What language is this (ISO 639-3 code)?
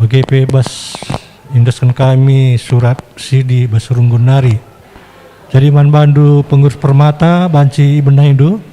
btx